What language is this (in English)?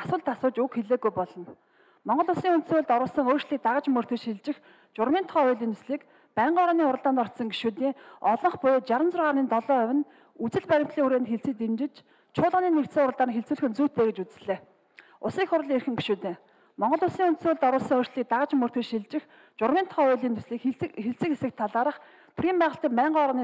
Mongolian